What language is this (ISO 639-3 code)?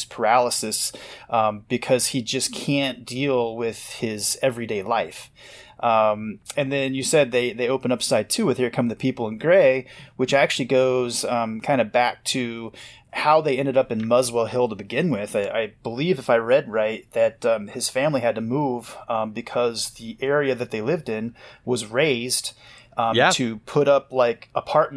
eng